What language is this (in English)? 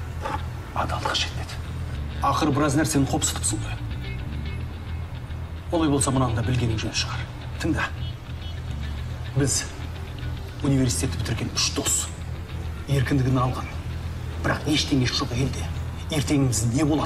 Kazakh